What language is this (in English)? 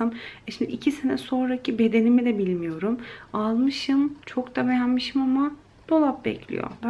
Turkish